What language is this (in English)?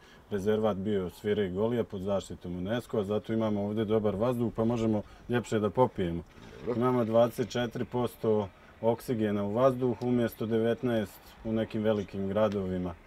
Bosnian